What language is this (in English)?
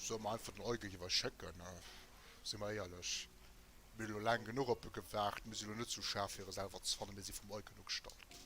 Luxembourgish